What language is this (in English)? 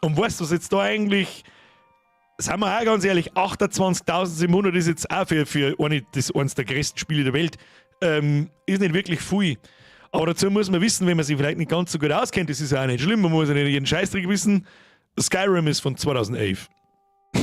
Bavarian